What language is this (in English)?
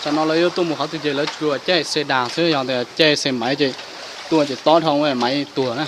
Hmong